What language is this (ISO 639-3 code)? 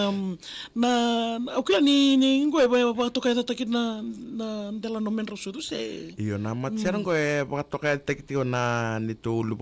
fij